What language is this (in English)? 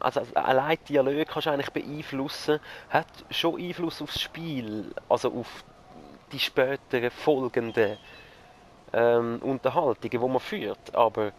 Swiss German